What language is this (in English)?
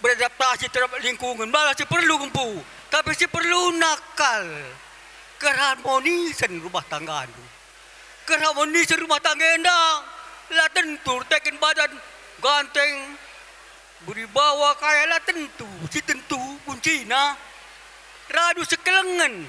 Batak Karo